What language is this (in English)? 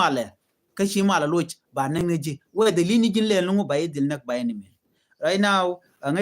Nuer